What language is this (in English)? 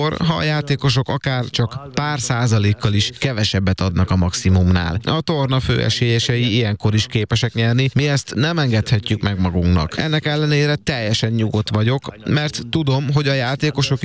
Hungarian